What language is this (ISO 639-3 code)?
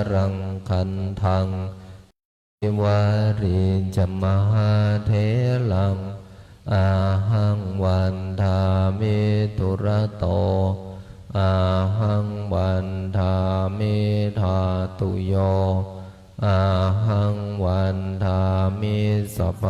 pli